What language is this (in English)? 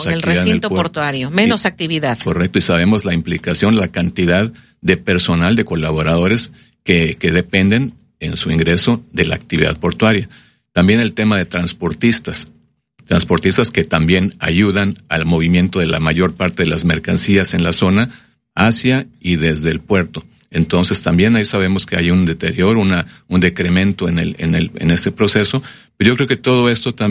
Spanish